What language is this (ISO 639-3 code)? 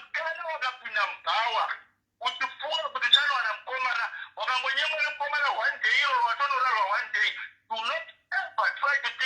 sna